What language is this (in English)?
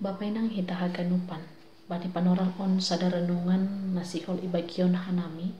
Batak Simalungun